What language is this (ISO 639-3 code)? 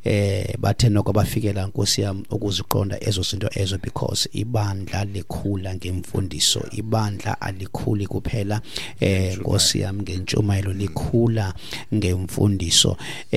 xho